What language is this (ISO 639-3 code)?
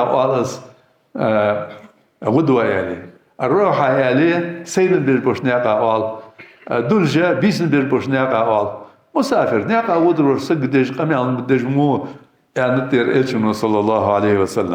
inh